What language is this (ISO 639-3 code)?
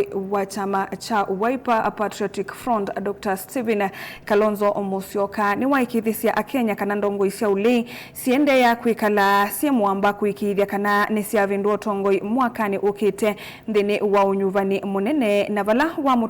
kam